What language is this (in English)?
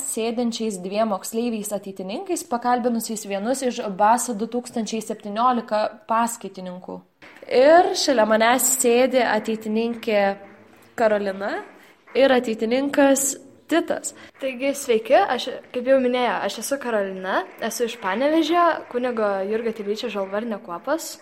Lithuanian